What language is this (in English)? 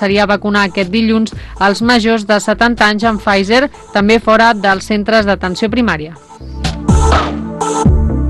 Catalan